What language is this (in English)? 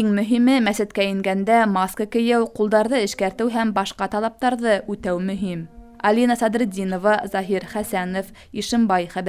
Bashkir